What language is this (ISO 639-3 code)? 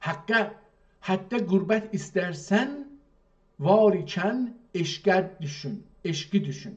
azb